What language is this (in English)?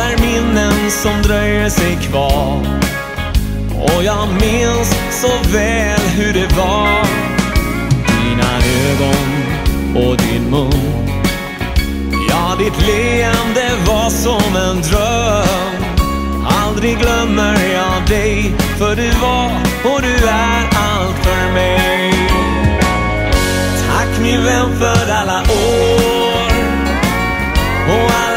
Swedish